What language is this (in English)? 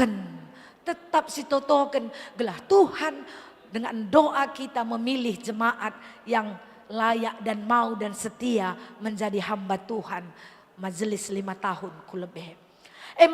Batak Karo